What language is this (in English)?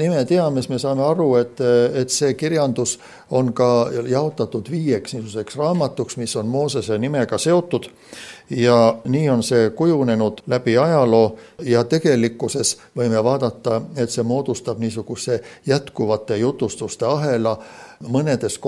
Estonian